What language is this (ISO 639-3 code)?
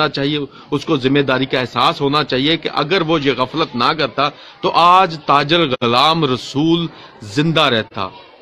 urd